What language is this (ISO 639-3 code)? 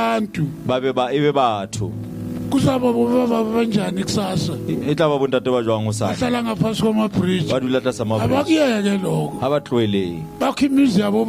sot